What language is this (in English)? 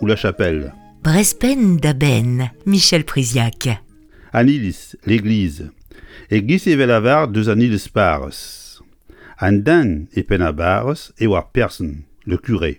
Breton